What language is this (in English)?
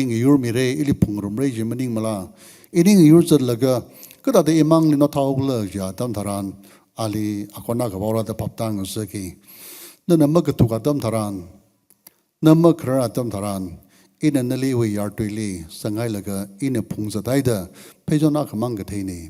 Tangkhul Naga (India)